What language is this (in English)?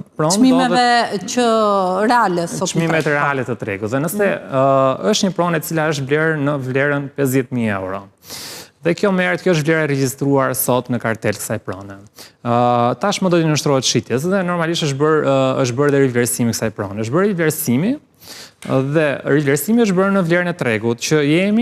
Albanian